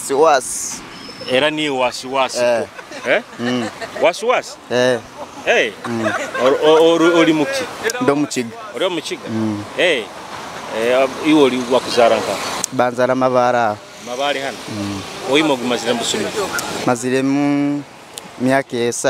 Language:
Nyoro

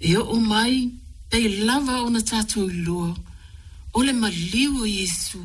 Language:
Samoan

